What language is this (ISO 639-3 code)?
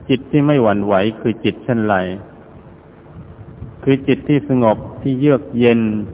tha